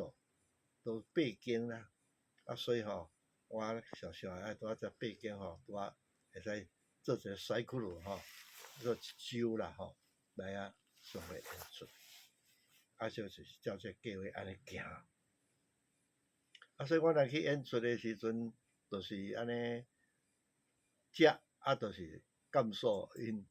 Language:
Min Nan Chinese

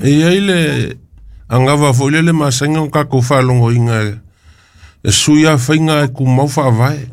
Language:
Samoan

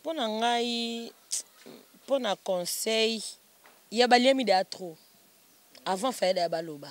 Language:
Lingala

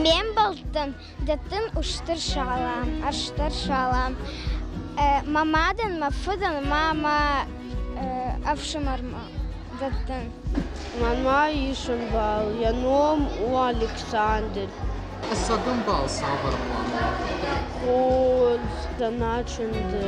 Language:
Ossetic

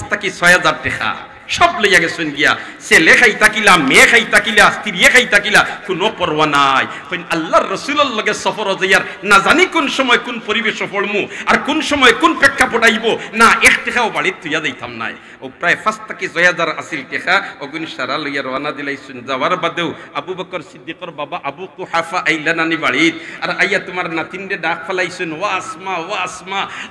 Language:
Sylheti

